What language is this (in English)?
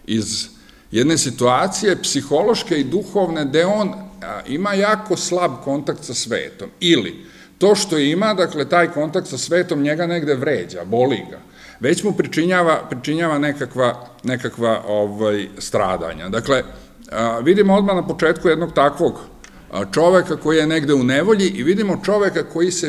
Serbian